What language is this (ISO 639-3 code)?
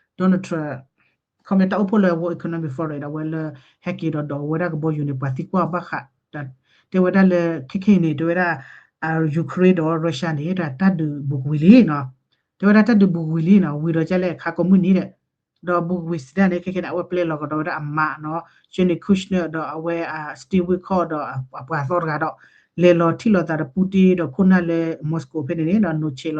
ksw